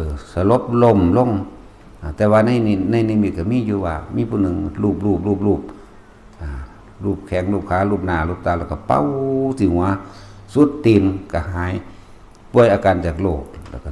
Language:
Northeastern Thai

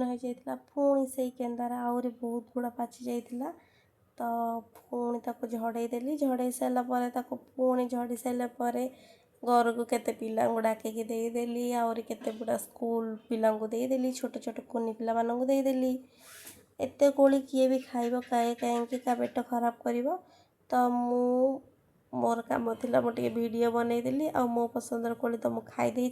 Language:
Odia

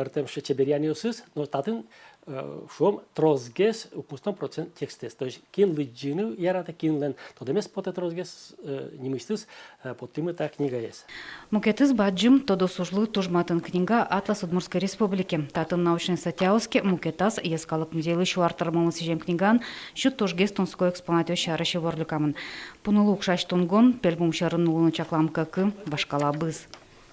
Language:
Udmurt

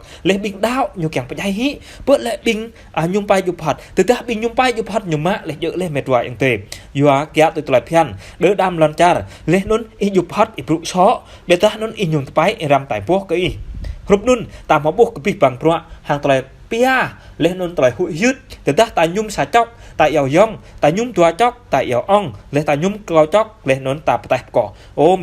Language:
Jarai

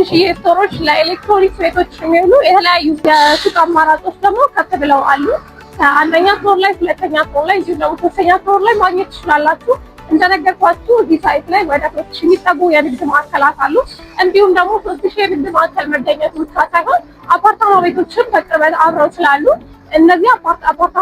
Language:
Amharic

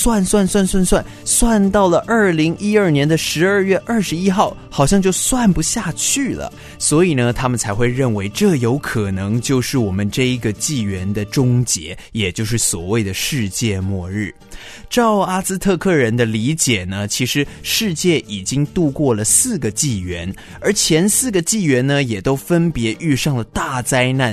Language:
Chinese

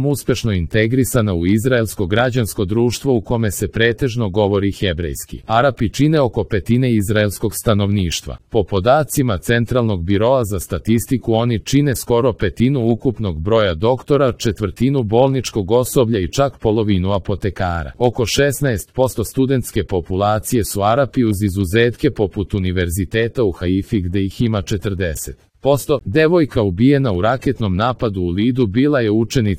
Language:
Serbian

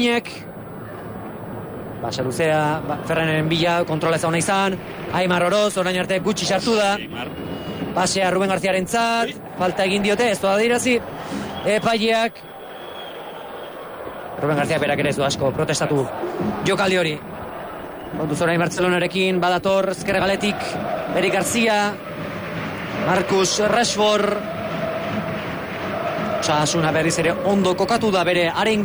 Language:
Basque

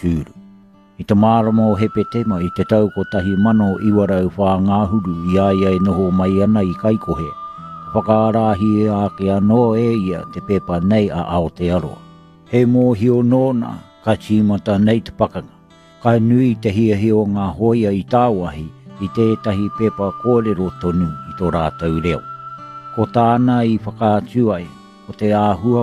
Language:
Māori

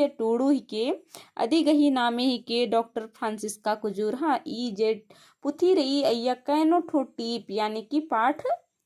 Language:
Kurukh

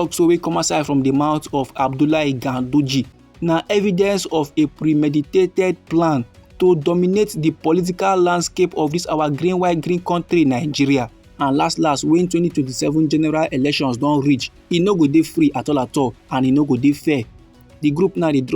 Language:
Nigerian Pidgin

